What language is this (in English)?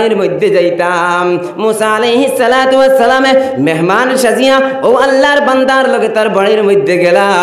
Sylheti